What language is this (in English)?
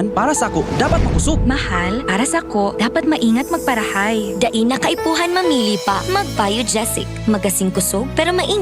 Bikol